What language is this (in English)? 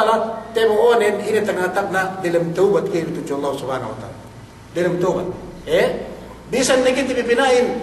Yakan